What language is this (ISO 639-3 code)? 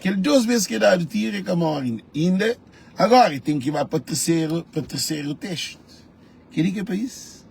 kea